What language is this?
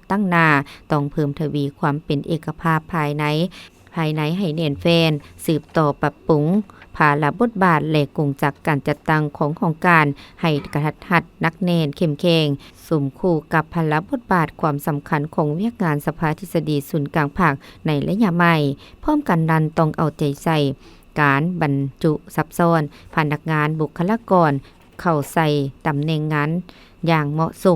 Lao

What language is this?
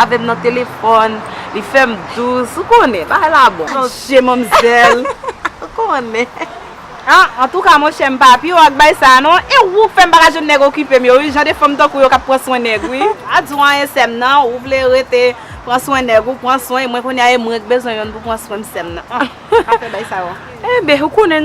Haitian Creole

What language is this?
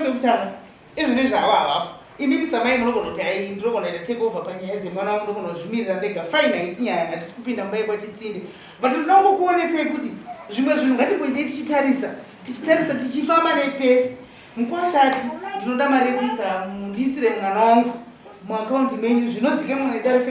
Shona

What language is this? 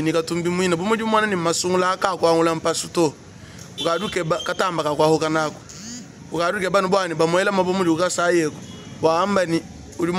Luba-Lulua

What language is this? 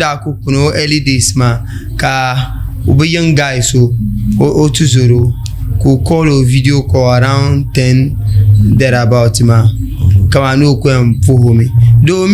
Dagbani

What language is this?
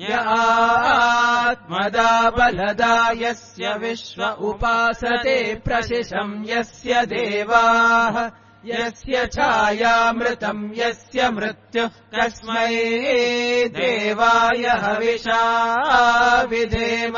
Sanskrit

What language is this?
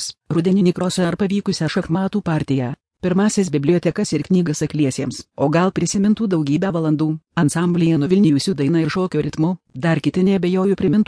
Lithuanian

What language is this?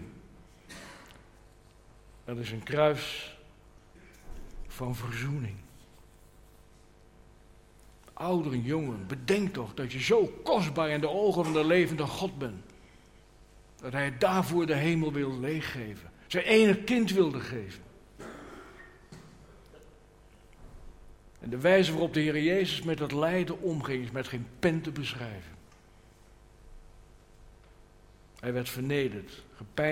Dutch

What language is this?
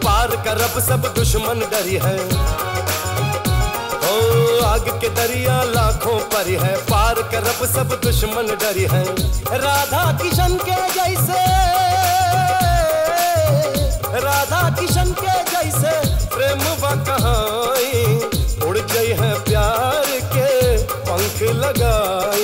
Bhojpuri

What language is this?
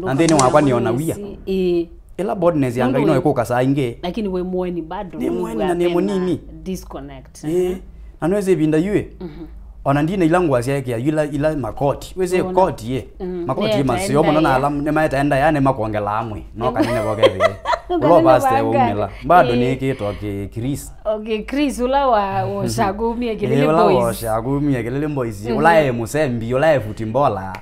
Kamba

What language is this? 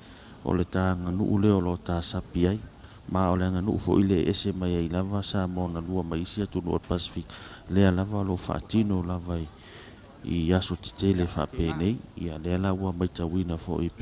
Samoan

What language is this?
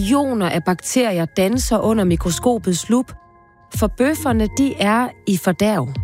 Danish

